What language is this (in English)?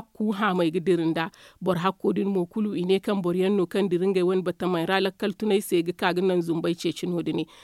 Zarma